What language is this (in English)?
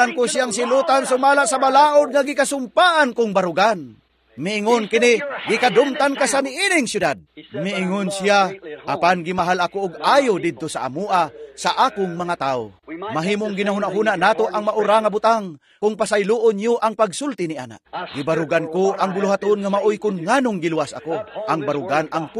Cebuano